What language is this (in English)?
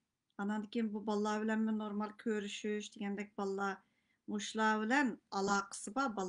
Uyghur